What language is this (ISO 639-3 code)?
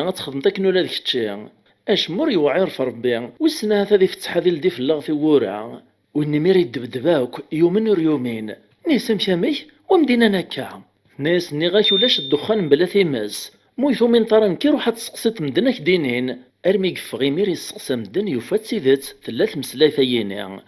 kab